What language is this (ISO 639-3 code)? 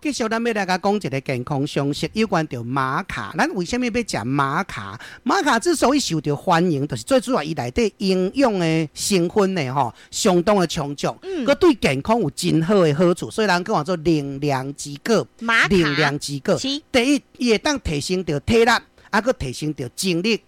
nan